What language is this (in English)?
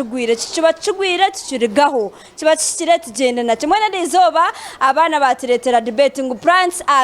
Nyankole